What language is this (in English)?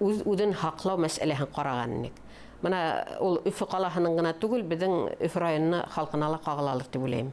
Bashkir